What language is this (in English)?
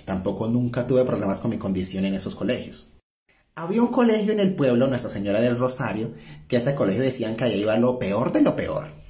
Spanish